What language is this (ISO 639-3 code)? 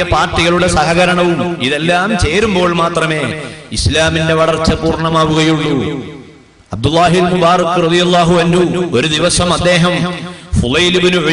mal